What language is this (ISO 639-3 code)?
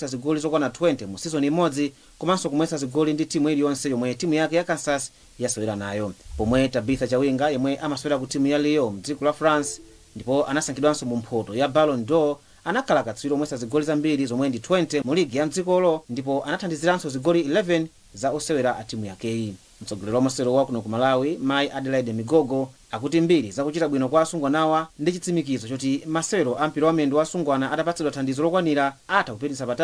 nya